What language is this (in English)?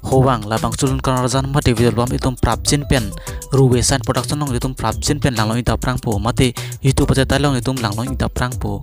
Karbi